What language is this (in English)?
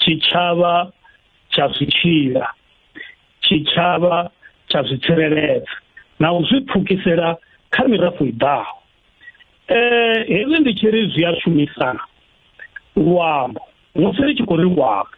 Venda